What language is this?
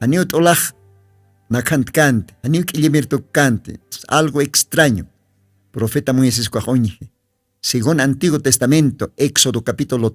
Aymara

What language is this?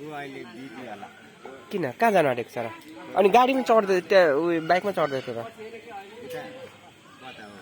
Nepali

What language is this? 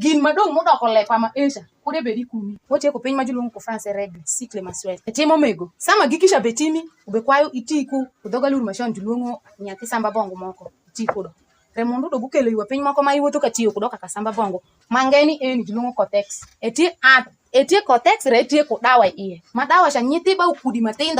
Alur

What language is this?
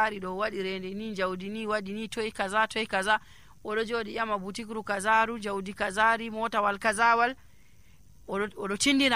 Nigerian Fulfulde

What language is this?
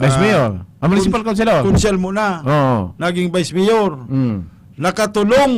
Bikol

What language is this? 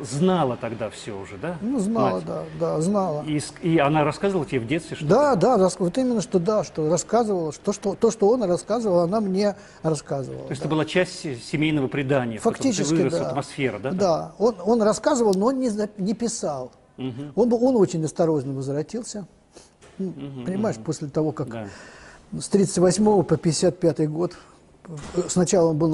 Russian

